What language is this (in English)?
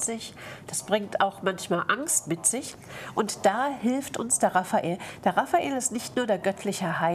German